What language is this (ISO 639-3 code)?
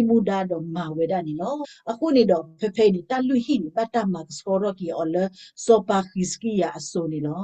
ksw